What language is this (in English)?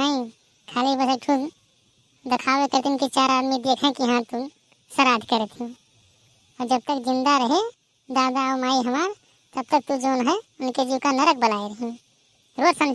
Awadhi